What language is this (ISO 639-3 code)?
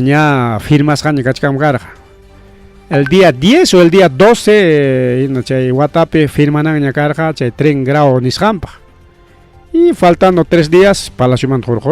quy